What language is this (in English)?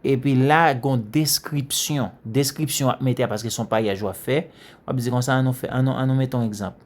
Haitian Creole